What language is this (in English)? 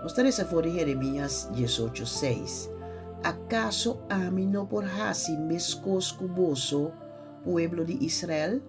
Papiamento